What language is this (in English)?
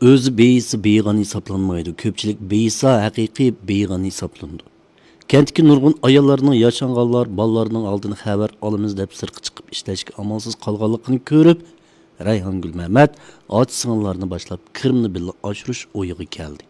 Uyghur